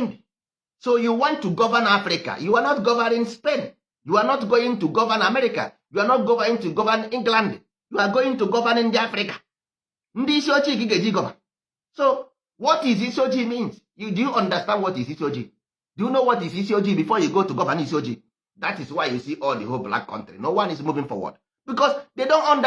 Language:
Igbo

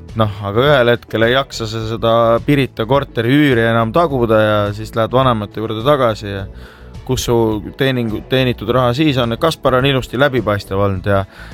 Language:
Estonian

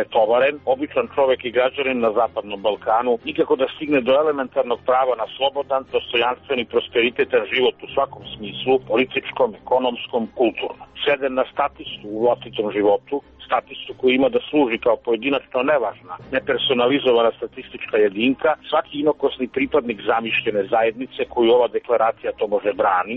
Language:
Serbian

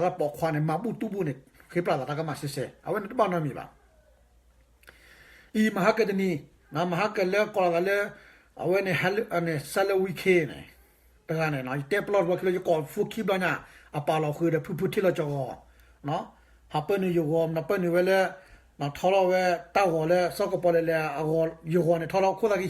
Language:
S'gaw Karen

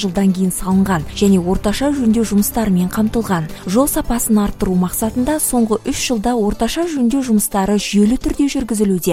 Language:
Kazakh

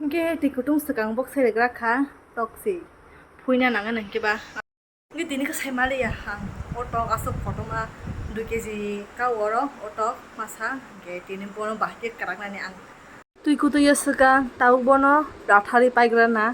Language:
Kok Borok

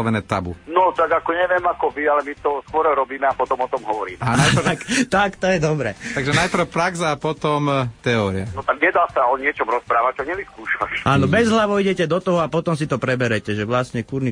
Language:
Slovak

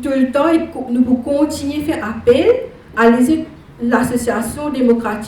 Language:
Morisyen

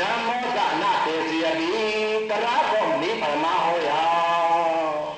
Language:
Shan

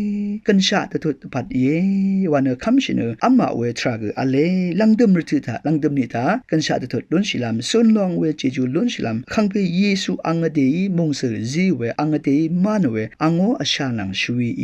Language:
Rawang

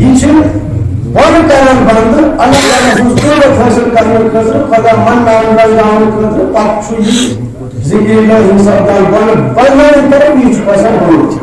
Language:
Kashmiri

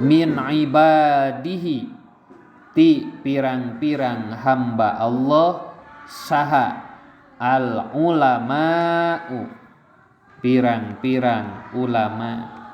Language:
Sundanese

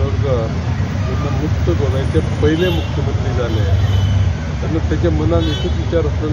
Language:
Konkani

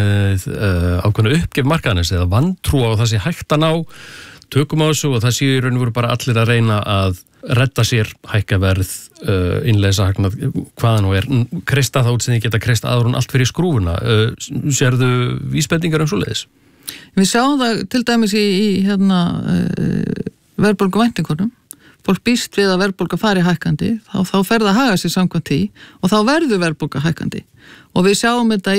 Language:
Icelandic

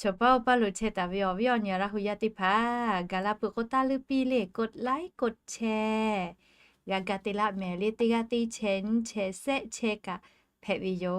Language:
Lahu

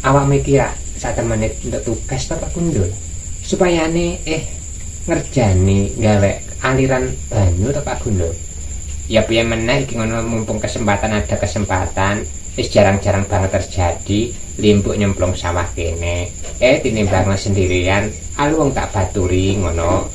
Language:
Javanese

